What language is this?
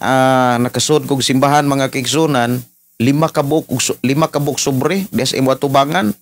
Cebuano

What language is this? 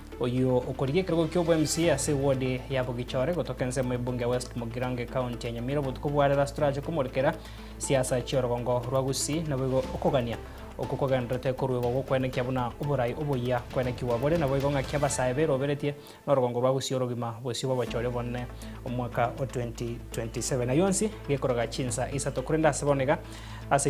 Gusii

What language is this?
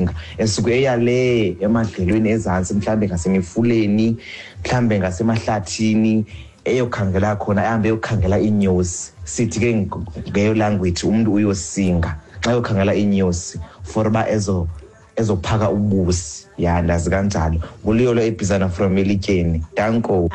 Xhosa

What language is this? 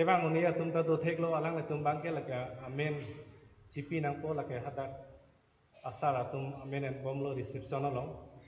Karbi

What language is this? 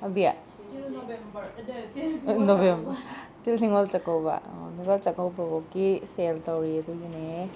Manipuri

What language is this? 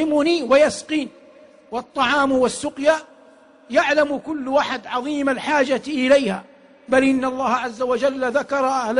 Arabic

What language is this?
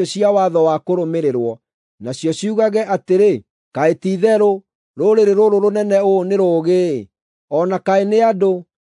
Kikuyu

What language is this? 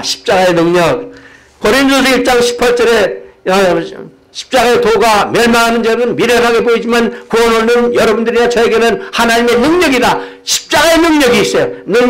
Korean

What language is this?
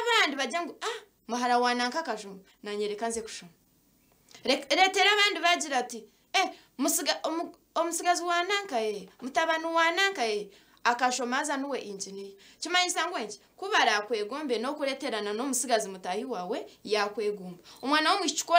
Nyankole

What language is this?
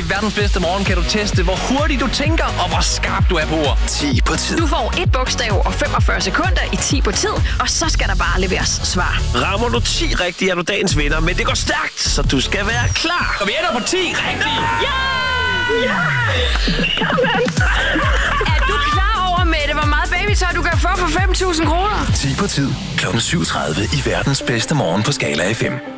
Danish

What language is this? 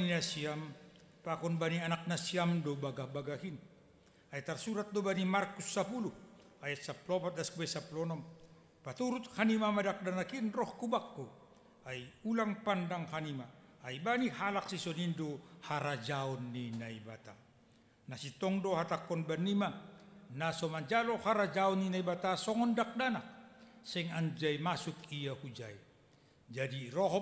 Batak Simalungun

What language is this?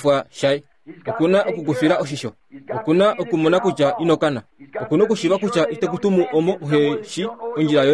Kuanyama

